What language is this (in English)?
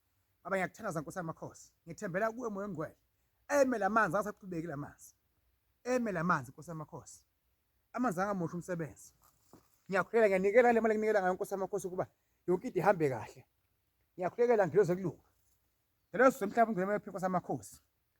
Zulu